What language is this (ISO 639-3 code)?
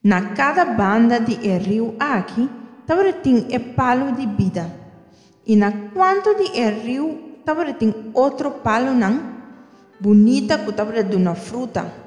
pap